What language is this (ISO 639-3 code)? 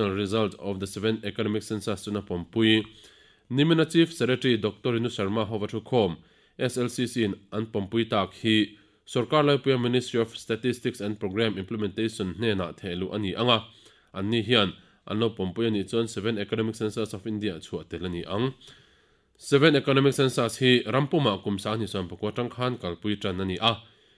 lus